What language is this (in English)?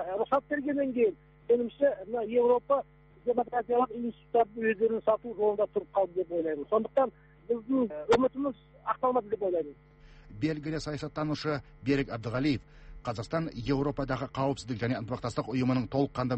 Kazakh